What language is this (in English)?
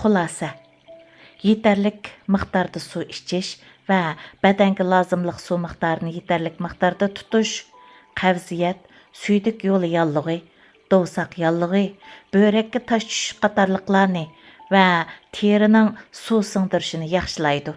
Uyghur